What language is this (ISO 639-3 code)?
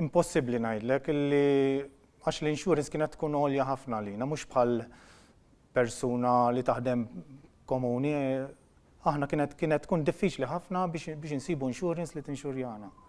mlt